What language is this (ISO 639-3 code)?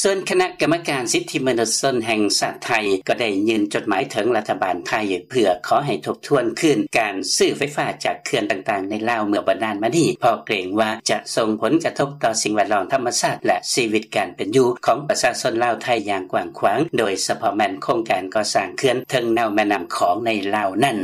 lao